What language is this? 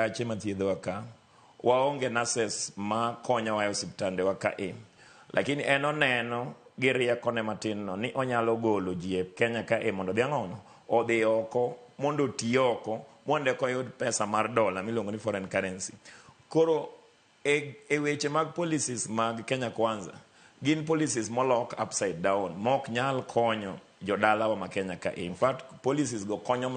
Luo (Kenya and Tanzania)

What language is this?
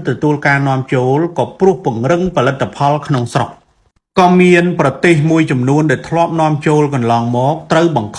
Khmer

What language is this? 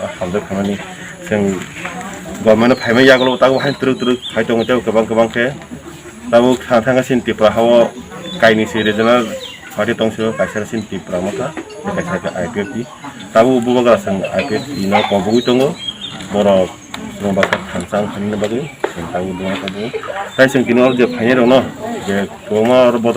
Kok Borok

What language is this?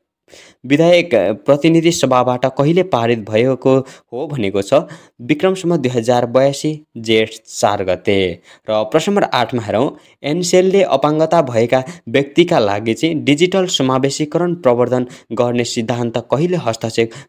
Nepali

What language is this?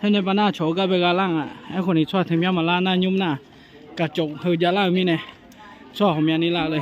Akha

